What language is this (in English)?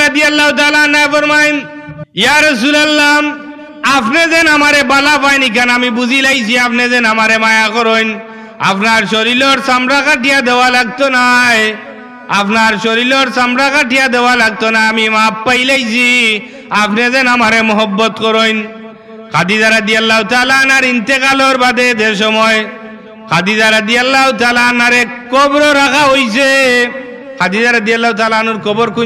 Sylheti